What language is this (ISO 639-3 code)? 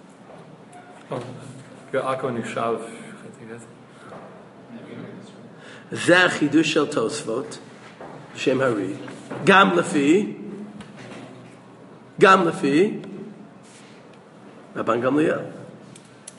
heb